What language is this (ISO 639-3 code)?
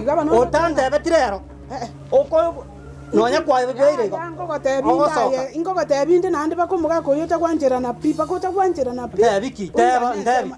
guz